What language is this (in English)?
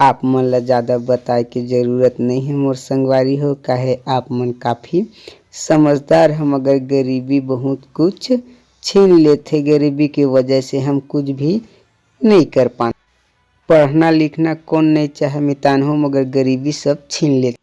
Chhattisgarhi